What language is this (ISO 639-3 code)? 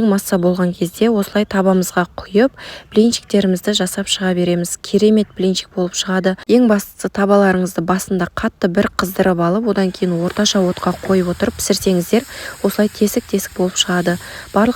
kaz